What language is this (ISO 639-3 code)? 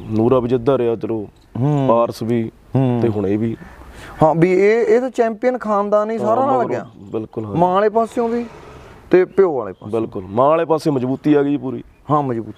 pan